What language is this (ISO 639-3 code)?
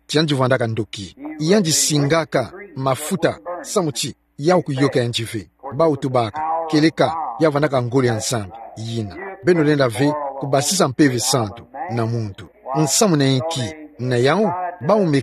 ktu